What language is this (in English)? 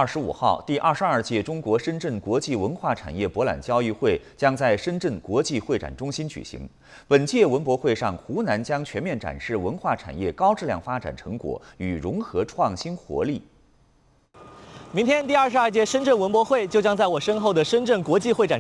Chinese